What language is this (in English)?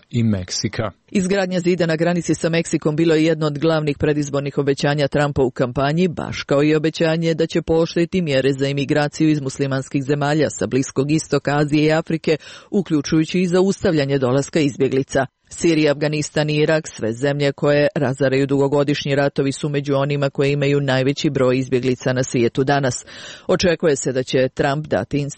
Serbian